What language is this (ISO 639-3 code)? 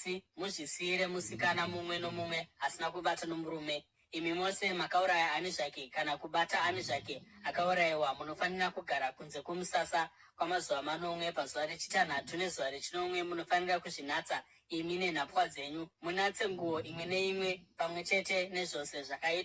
sna